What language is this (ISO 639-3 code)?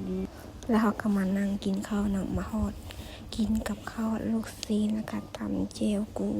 lao